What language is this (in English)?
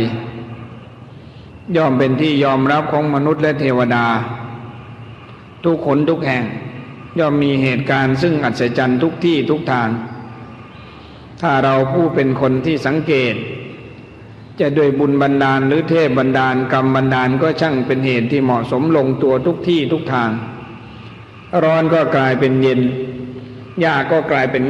Thai